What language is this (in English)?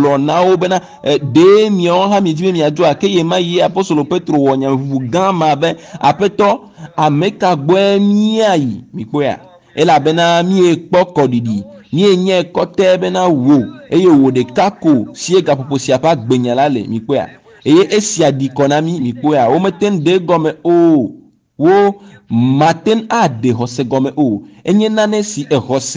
Ewe